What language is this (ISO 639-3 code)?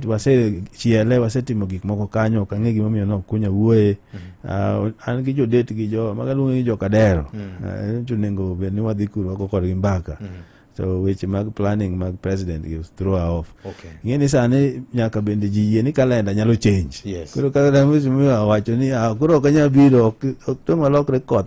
luo